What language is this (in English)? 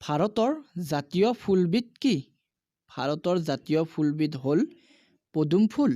Assamese